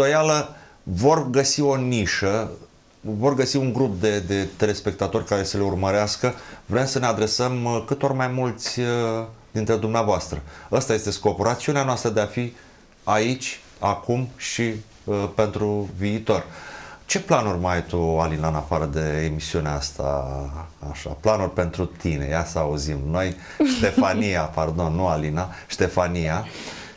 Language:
Romanian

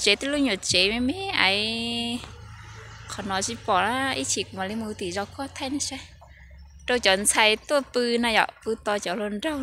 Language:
Hmong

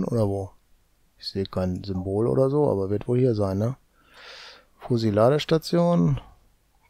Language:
German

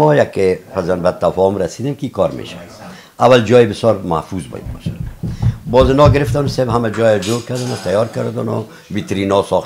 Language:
Persian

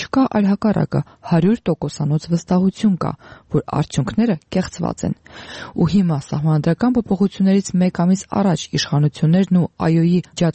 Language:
Armenian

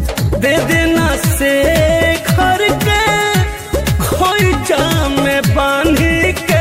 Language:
Bhojpuri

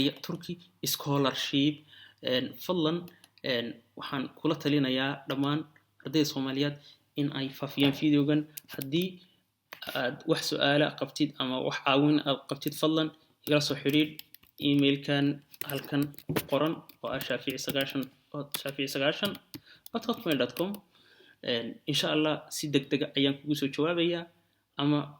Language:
Somali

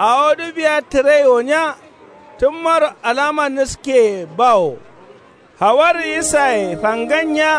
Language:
Kanuri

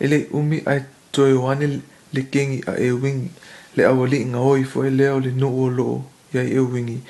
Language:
Samoan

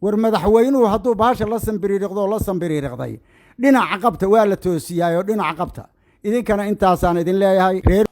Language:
Somali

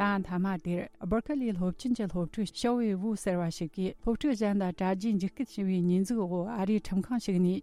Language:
Tibetan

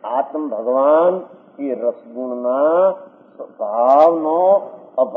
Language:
Gujarati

